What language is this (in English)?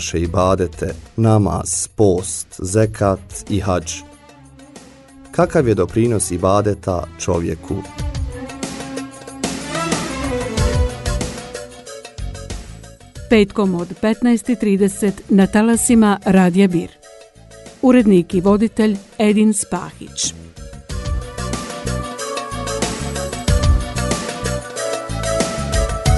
Bosnian